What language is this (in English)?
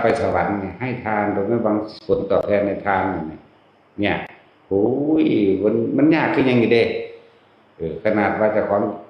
Northeastern Thai